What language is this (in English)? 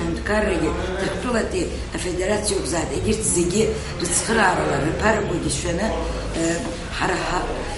Abkhazian